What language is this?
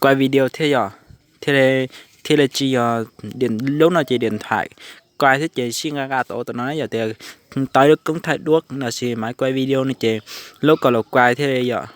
Hmong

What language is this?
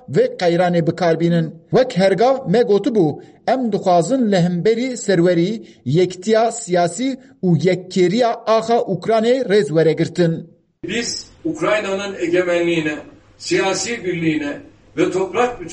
Kurdish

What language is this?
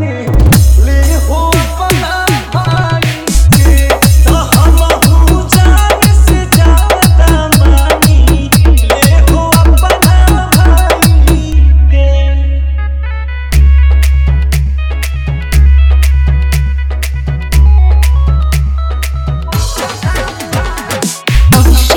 Bhojpuri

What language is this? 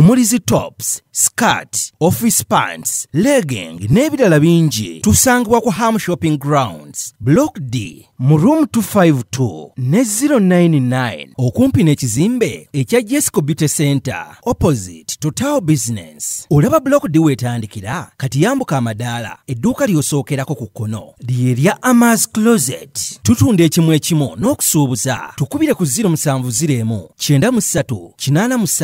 Ganda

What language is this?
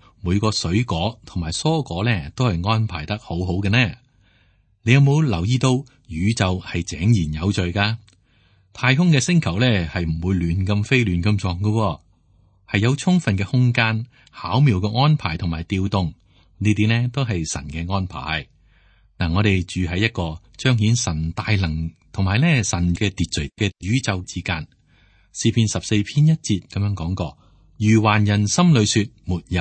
Cantonese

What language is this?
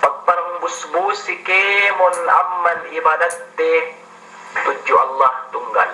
Yakan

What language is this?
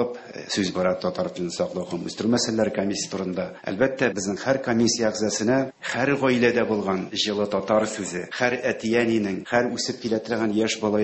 Tatar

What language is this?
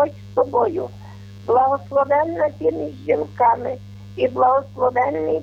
Ukrainian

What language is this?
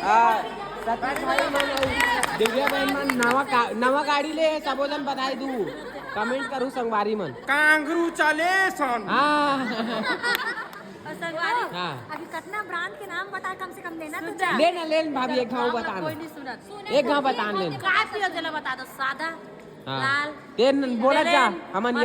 Chhattisgarhi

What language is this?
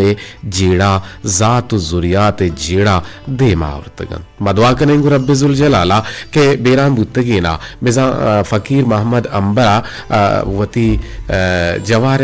Eastern Balochi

